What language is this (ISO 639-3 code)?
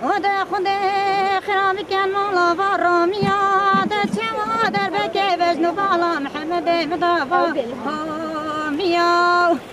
kur